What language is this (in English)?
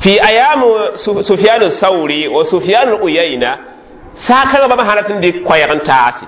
Mossi